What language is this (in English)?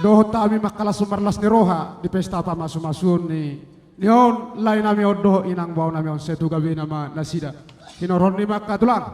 Batak Toba